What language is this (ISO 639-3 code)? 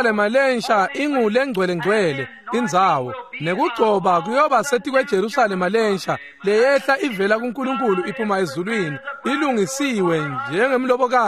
ssw